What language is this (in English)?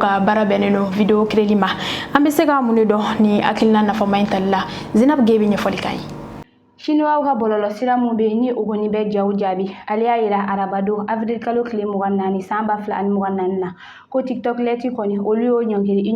Bambara